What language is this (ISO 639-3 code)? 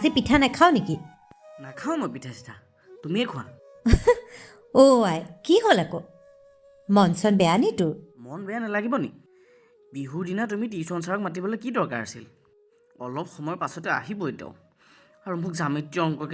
asm